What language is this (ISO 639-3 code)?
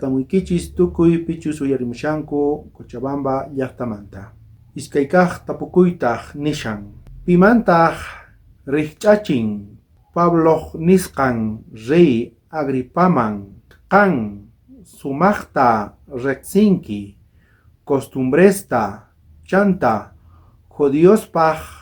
quh